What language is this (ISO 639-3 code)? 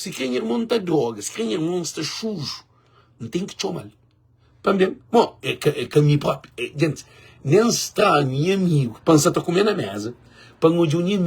kea